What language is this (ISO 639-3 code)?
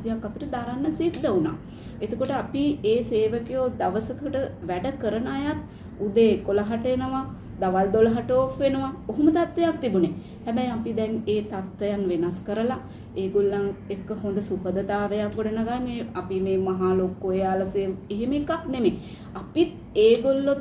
sin